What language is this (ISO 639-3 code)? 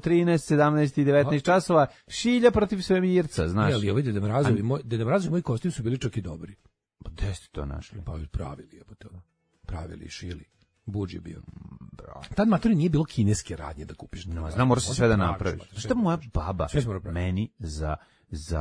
srp